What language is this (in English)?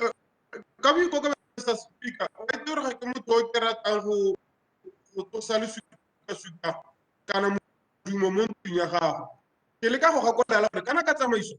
Tswana